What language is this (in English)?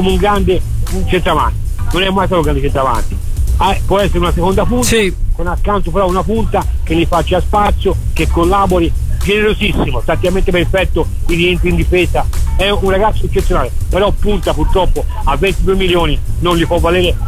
Italian